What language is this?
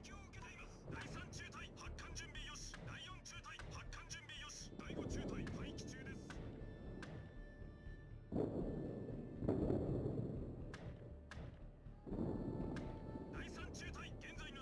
Japanese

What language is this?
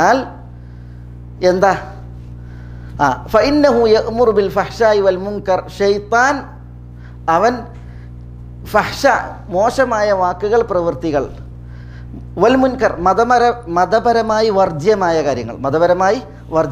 Malayalam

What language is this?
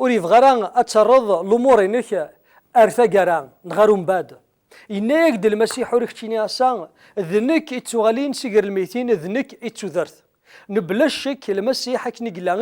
Kabyle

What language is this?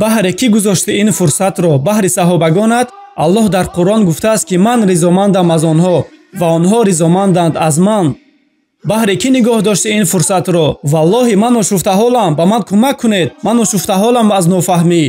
Tajik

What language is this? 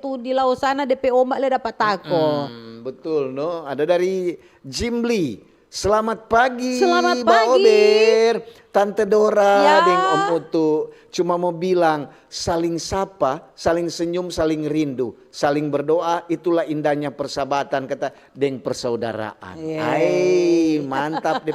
Manado Malay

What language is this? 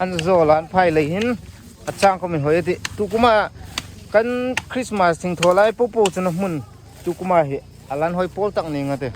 Hmar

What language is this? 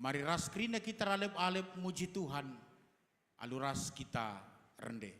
Batak Karo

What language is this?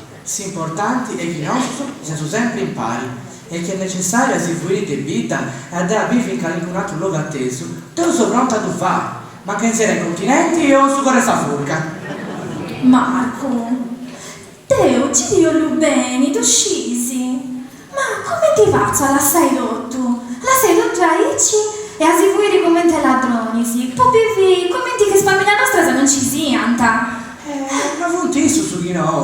Sardinian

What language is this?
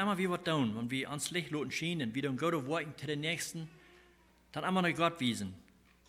Plautdietsch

